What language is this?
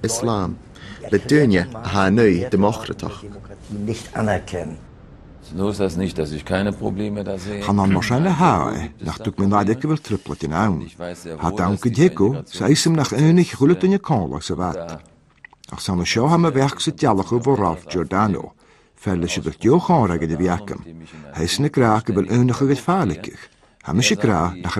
Scottish Gaelic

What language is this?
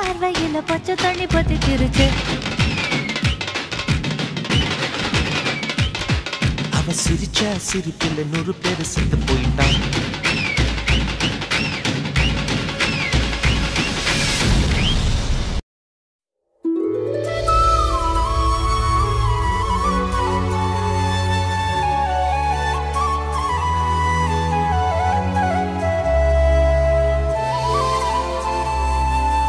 Tamil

